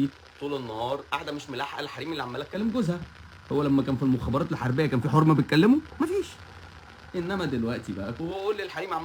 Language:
Egyptian Arabic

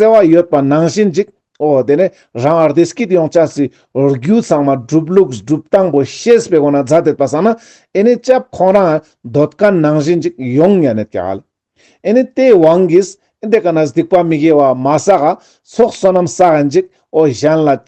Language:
Ladakhi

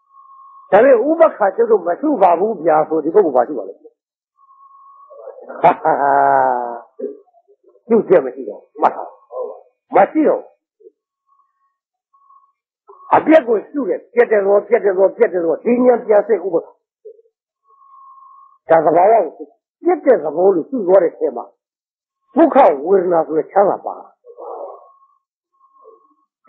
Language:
Burmese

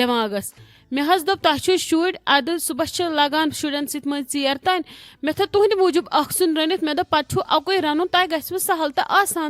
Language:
Kashmiri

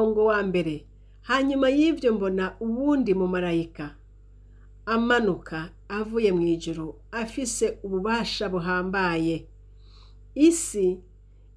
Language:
Rundi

